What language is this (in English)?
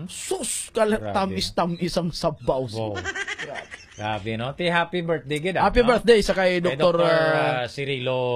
Hiligaynon